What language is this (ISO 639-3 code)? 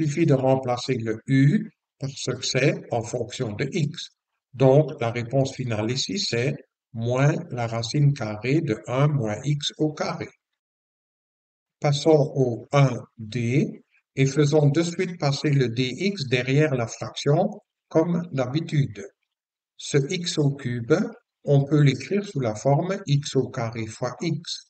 fra